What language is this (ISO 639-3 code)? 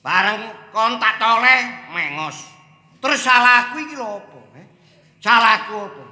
jav